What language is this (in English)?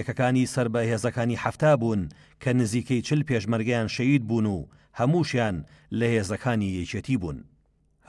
Central Kurdish